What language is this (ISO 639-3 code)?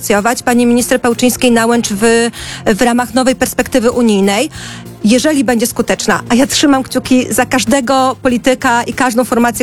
pol